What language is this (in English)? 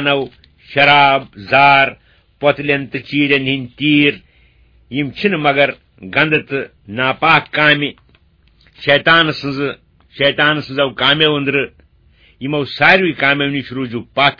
Kashmiri